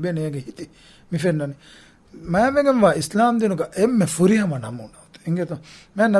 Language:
Divehi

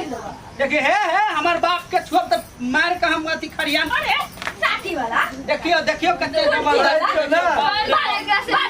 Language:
Maithili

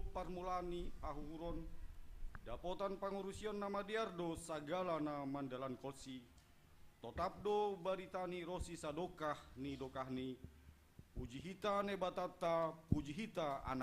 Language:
Batak Simalungun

